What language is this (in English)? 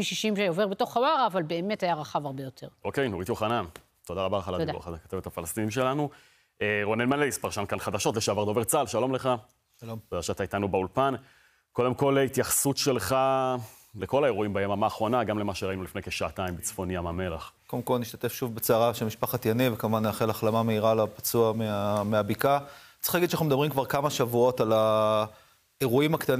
Hebrew